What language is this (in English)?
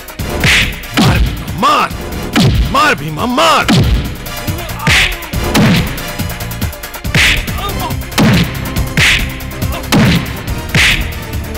Bhojpuri